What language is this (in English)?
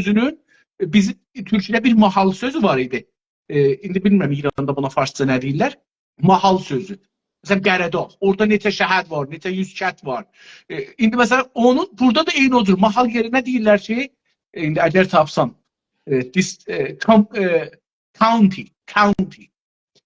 South Azerbaijani